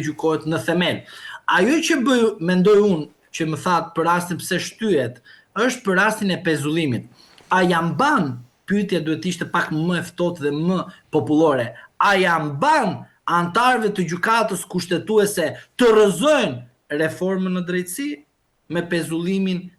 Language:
Albanian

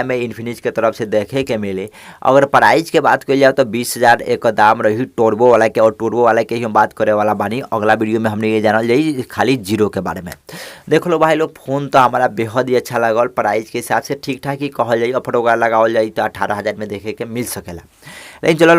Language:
Bhojpuri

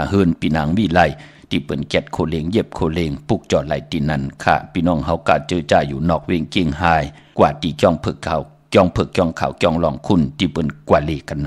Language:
Shan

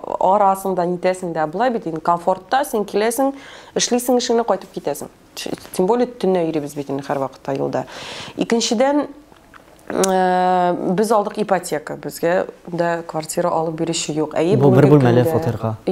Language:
Tatar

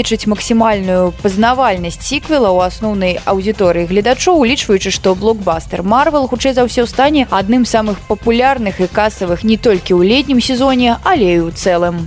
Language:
Belarusian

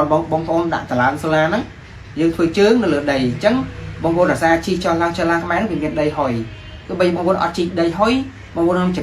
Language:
Khmer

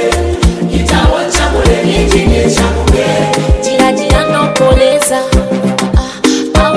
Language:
Swahili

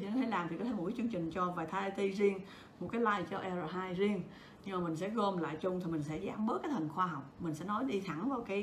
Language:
Vietnamese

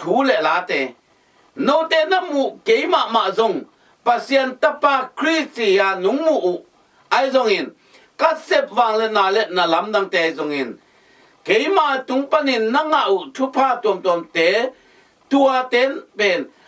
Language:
Tedim Chin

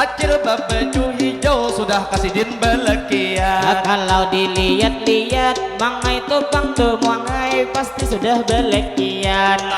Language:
Banjar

